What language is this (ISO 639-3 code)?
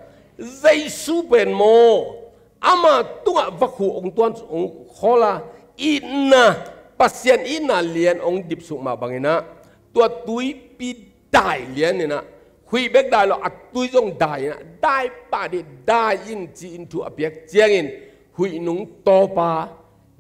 ctd